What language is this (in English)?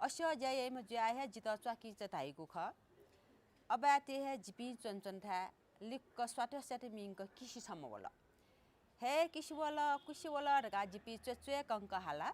Newari